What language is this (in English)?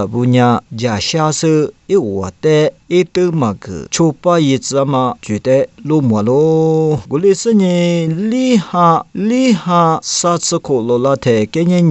Lisu